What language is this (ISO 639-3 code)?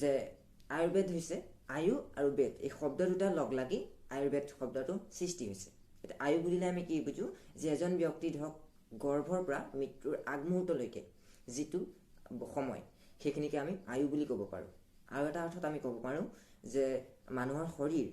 asm